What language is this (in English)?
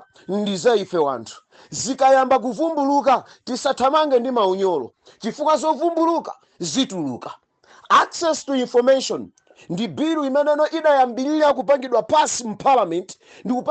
Nyanja